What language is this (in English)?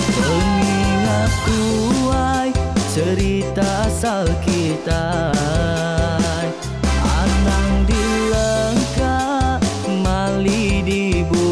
Iban